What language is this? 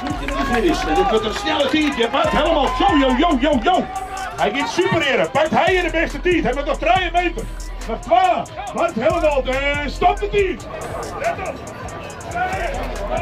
Western Frisian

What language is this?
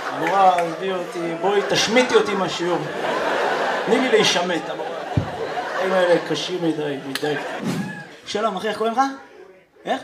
Hebrew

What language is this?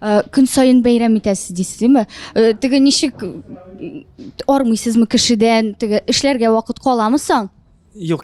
Tatar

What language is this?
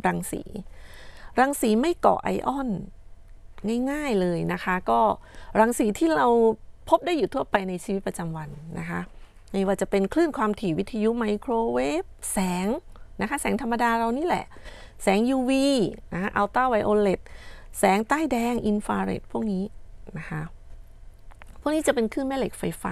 Thai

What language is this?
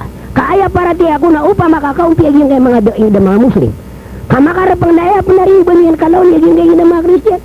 Maranao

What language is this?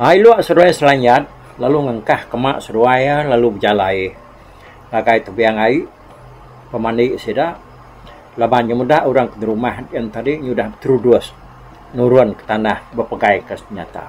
Iban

